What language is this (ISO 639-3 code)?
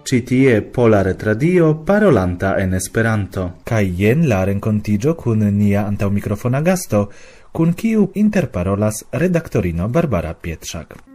epo